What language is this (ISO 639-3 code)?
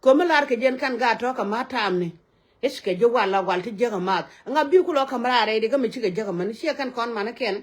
nus